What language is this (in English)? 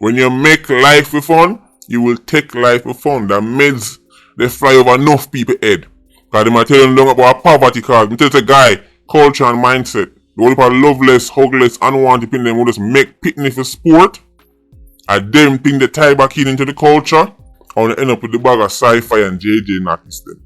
Jamaican Creole English